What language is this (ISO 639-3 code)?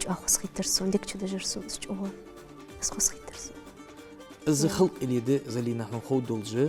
inh